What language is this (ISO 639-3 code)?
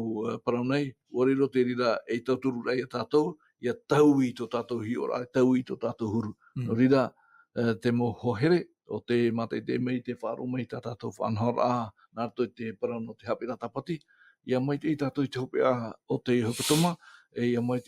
tah